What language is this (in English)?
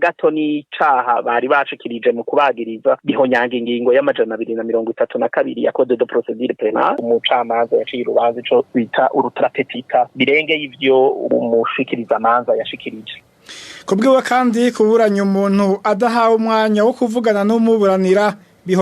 Rundi